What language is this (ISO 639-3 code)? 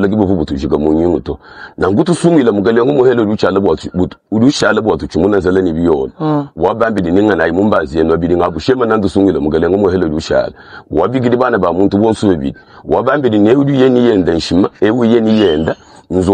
lua